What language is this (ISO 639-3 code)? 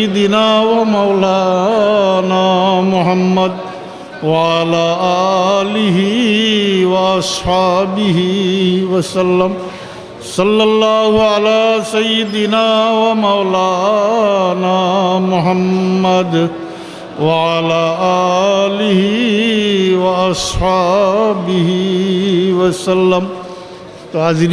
syl